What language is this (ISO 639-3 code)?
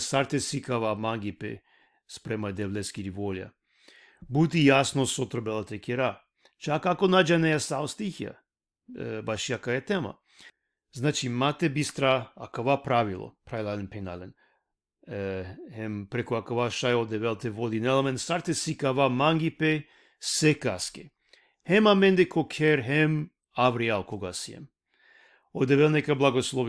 rmn